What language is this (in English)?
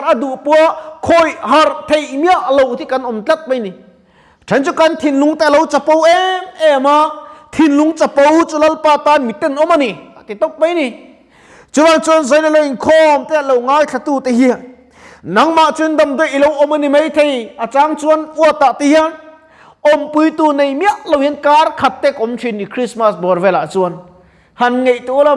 Mizo